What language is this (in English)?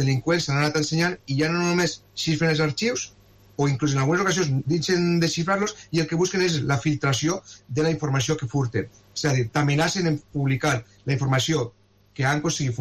Catalan